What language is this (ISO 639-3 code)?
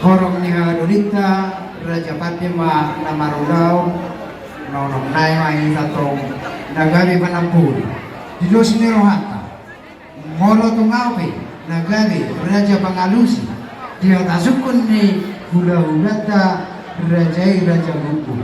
bbc